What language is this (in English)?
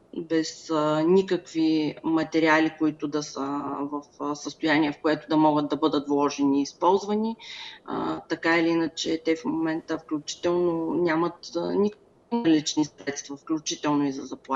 Bulgarian